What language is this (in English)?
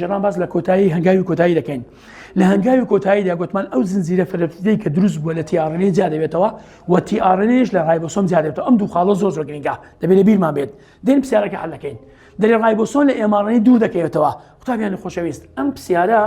Central Kurdish